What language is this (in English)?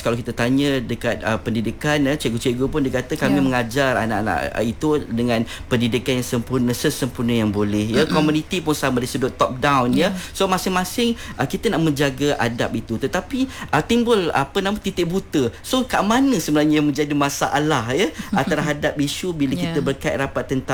Malay